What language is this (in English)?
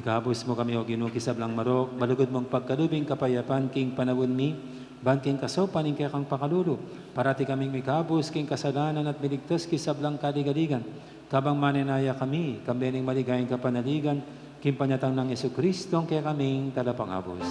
Pampanga